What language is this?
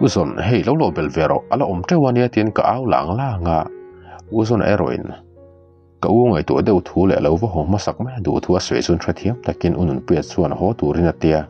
Mizo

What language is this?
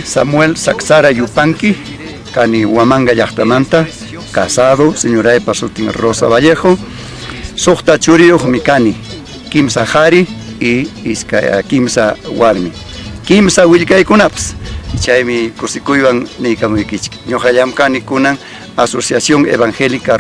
Ayacucho Quechua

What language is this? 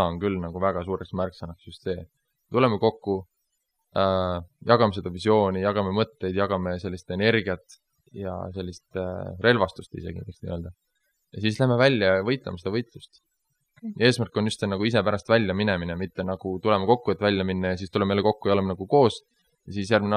Estonian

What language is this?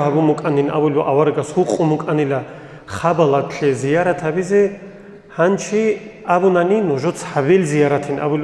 Avaric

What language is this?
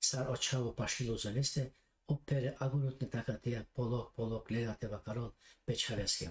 Balkan Romani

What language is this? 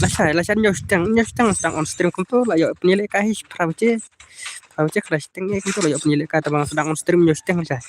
Khasi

